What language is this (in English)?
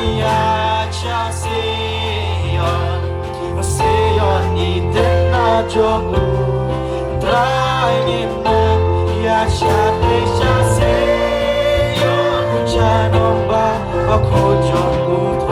Khasi